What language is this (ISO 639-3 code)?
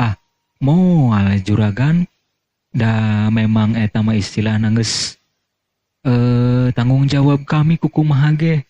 sun